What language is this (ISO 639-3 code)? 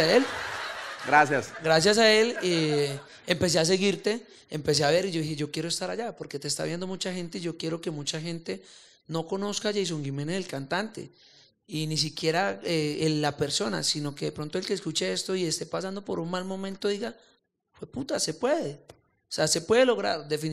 spa